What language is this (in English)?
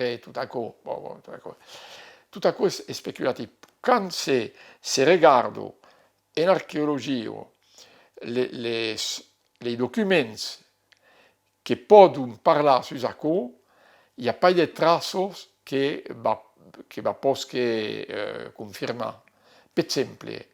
Occitan